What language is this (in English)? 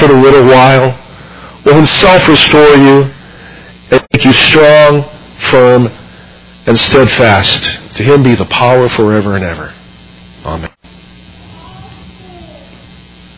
English